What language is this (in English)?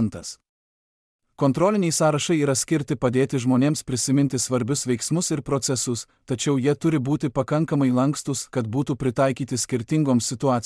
Lithuanian